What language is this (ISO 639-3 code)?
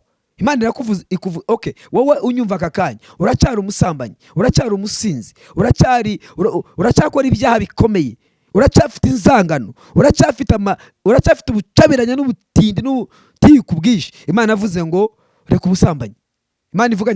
kin